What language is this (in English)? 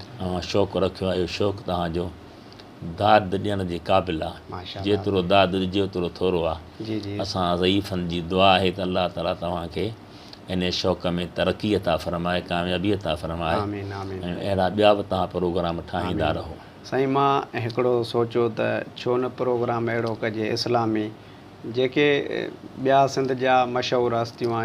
Sindhi